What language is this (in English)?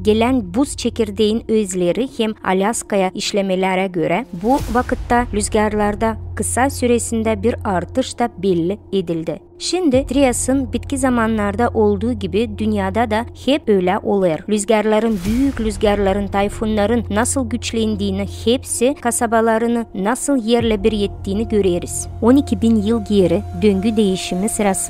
Gagauz